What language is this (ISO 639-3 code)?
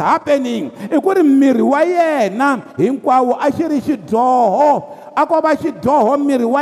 tso